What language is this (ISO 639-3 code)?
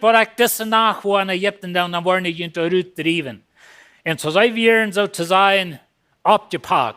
pdt